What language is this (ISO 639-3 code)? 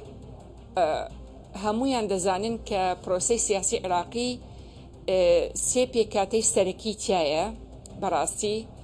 ckb